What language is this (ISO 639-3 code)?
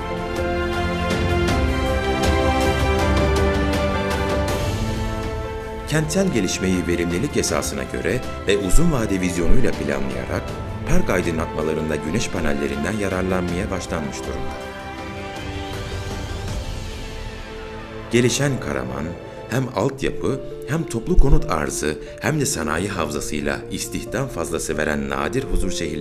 tur